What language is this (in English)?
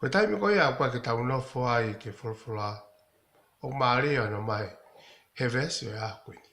Tongan